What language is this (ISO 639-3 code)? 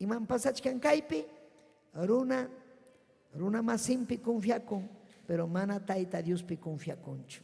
quy